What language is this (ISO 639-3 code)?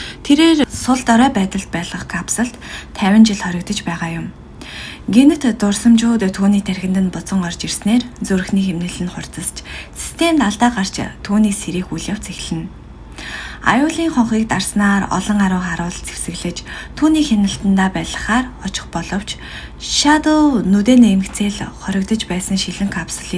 mon